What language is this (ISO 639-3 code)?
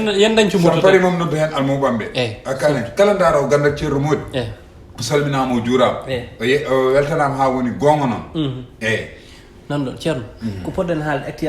ful